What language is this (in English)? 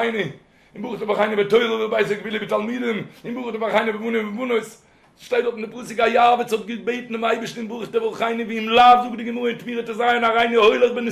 Yiddish